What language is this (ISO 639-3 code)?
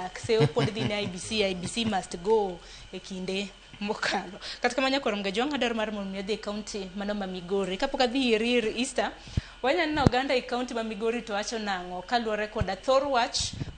luo